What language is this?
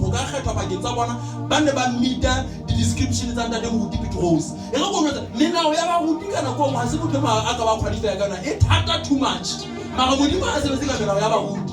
Southern Sotho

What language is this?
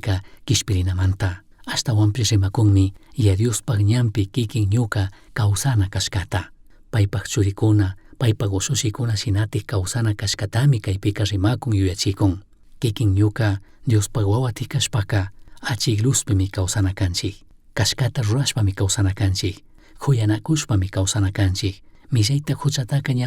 Chimborazo Highland Quichua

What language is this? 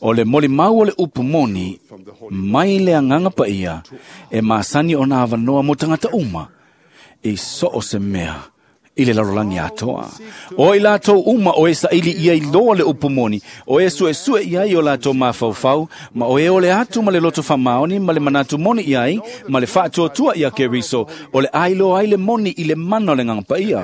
Samoan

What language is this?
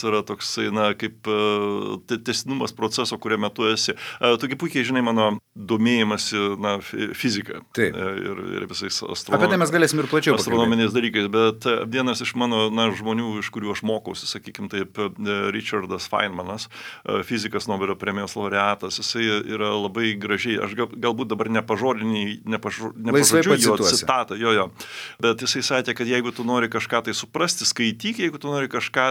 Lithuanian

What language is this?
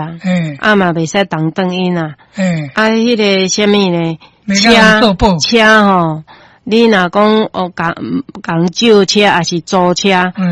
Min Nan Chinese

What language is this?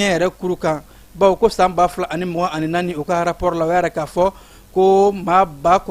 Bambara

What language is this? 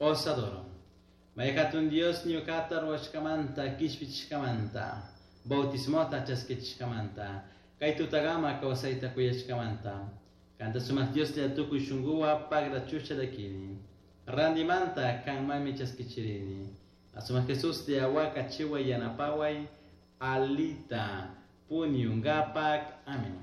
Chimborazo Highland Quichua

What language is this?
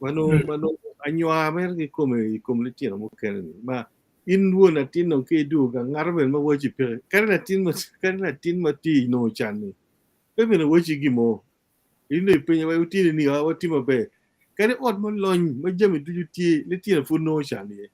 Acoli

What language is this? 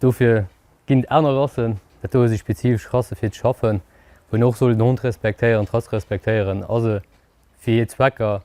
Luxembourgish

